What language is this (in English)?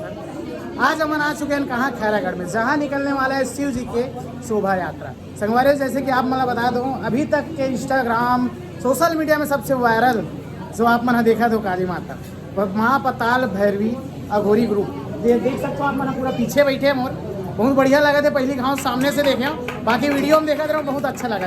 Chhattisgarhi